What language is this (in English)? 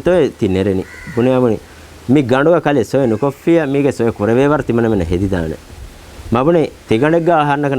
Divehi